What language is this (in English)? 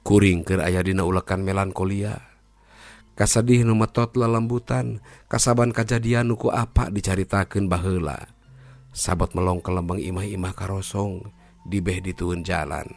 Sundanese